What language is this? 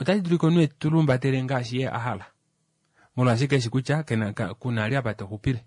Kuanyama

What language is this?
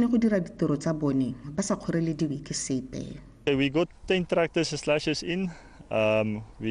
Tswana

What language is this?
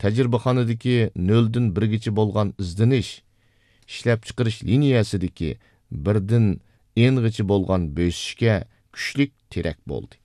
Uyghur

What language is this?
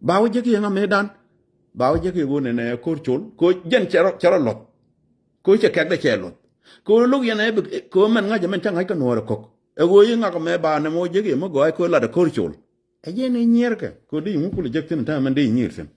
Nuer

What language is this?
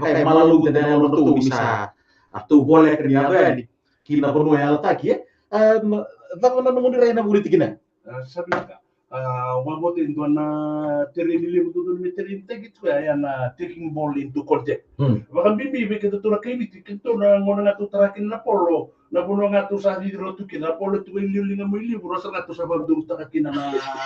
Fijian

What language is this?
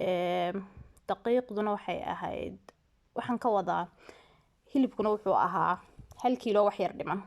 Somali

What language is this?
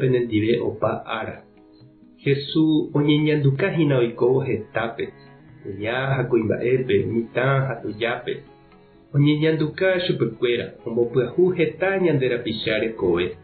Guarani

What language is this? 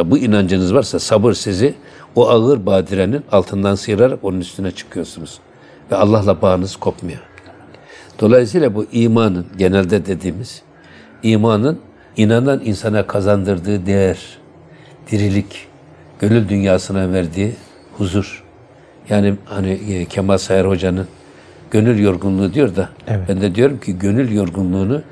Turkish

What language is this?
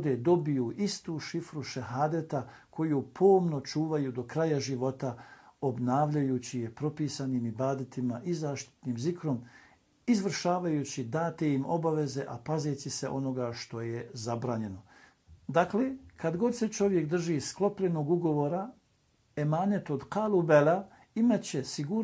Bosnian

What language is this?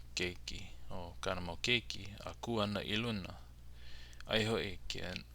Hawaiian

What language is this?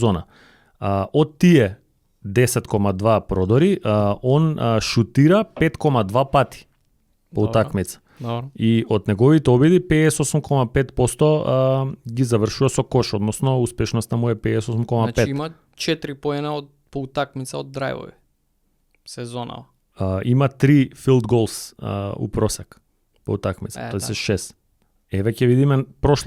Macedonian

